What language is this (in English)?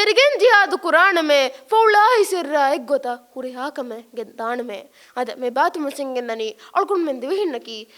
Divehi